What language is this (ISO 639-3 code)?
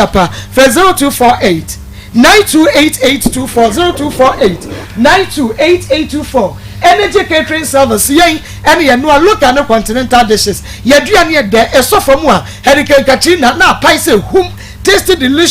aka